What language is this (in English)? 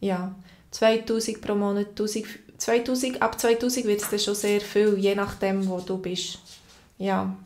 Swiss German